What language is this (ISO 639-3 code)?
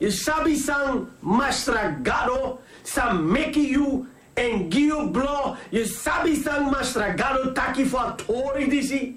srn